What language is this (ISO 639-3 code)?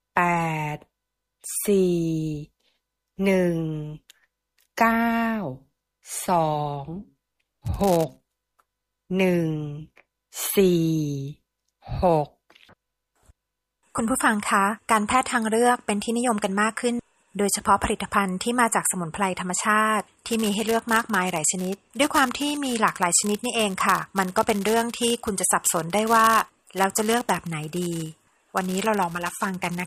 tha